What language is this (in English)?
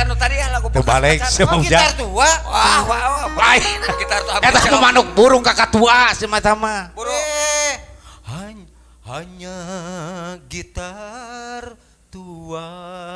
Sundanese